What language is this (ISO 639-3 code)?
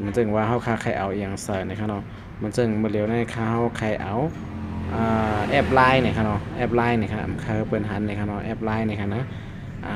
shn